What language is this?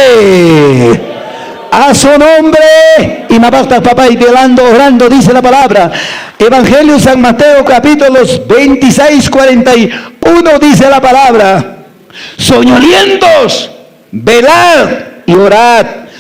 Quechua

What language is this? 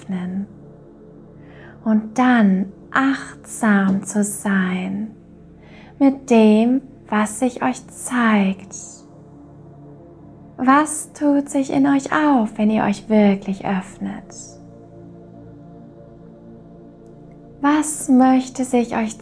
German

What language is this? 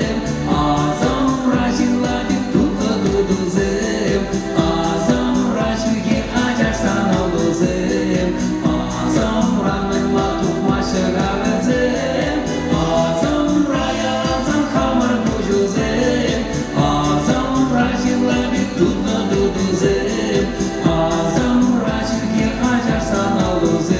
Chuvash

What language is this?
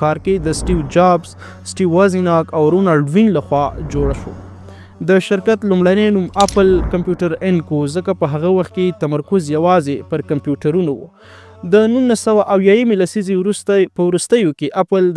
Pashto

